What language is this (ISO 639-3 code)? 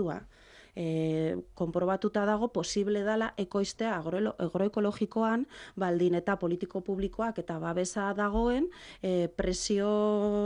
eus